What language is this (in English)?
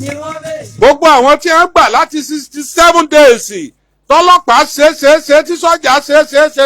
Yoruba